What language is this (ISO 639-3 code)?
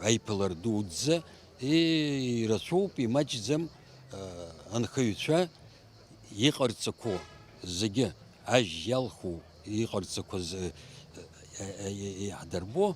abk